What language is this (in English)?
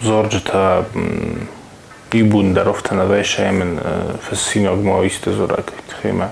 Ossetic